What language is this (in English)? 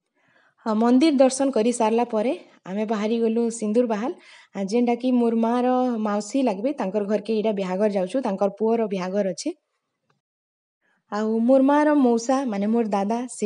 Sambalpuri